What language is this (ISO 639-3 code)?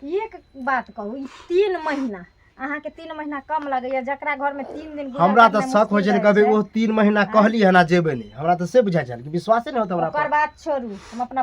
mai